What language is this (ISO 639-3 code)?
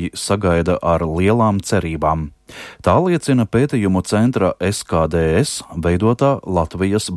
lav